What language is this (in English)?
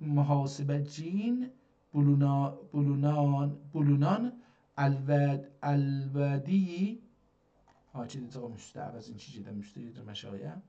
South Azerbaijani